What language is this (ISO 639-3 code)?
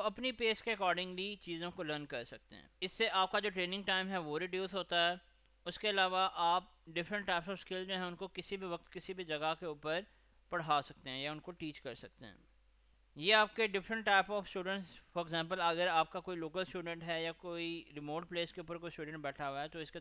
urd